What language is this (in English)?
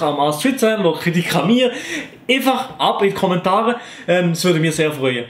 Swiss German